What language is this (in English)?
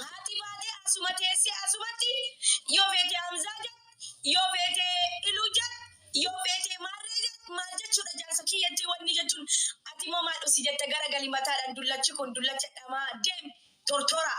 Oromo